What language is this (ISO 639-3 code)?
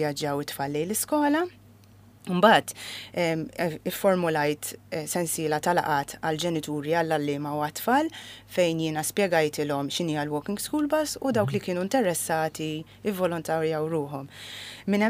mlt